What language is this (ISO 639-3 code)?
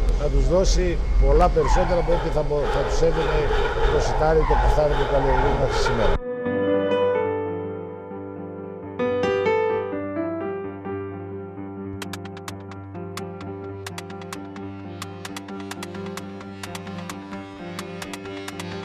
ell